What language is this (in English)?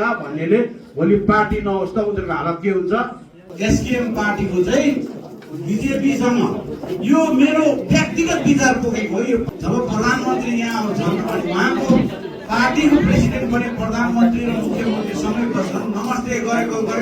Nepali